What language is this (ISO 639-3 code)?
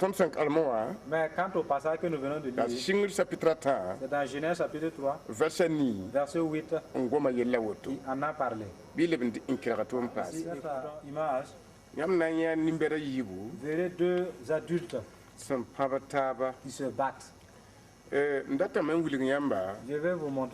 mos